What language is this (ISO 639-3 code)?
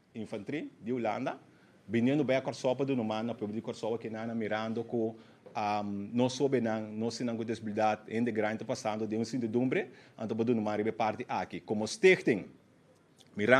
pap